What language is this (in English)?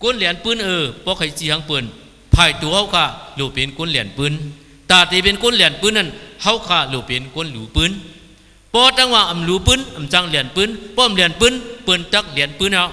Shan